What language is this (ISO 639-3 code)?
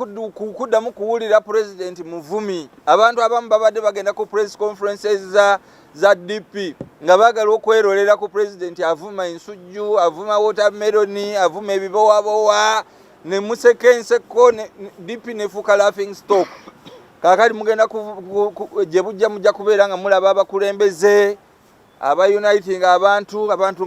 lug